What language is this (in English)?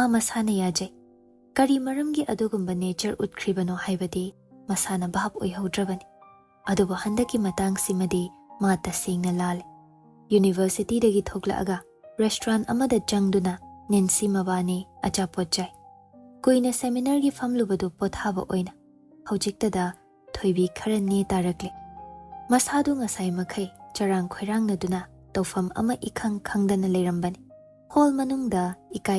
Manipuri